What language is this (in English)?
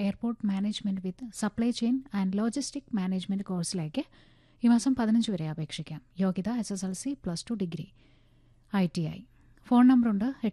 Malayalam